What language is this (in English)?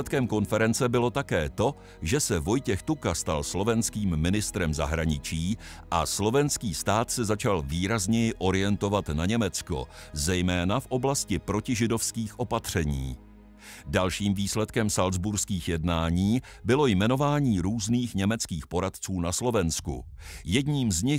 Czech